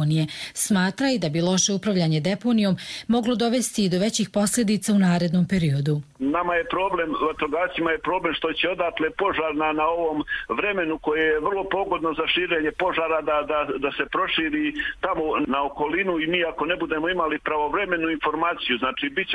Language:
Croatian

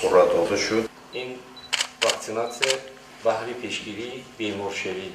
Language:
Tajik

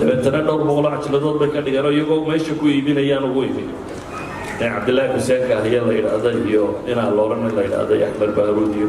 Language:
Somali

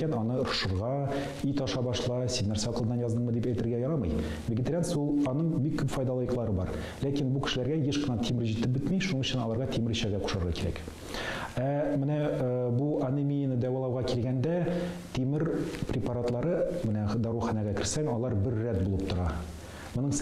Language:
Tatar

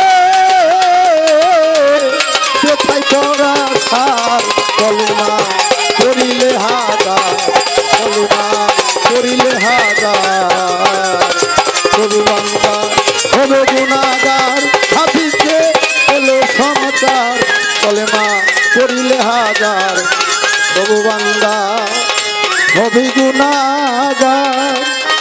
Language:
Bangla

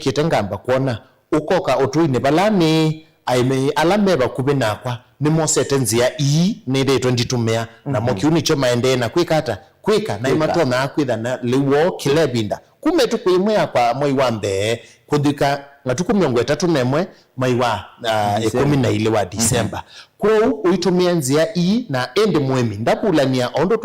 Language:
Kamba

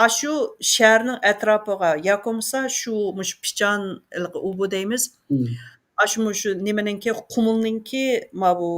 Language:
Uyghur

